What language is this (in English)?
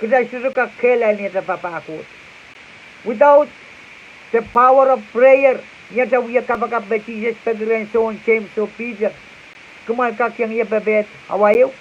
Pohnpeian